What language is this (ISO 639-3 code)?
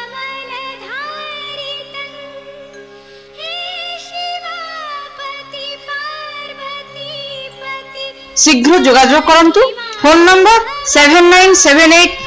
ori